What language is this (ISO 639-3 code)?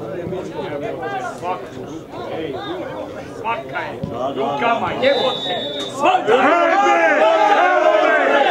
hrv